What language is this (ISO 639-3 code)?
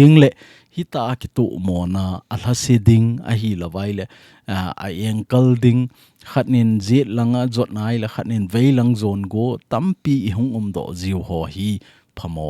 tcz